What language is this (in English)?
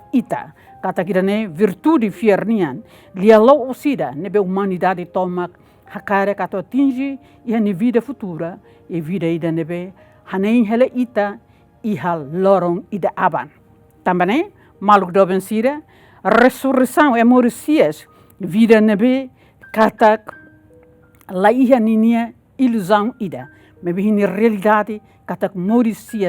Tetum